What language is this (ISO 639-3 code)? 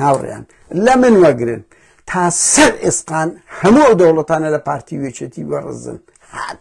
ckb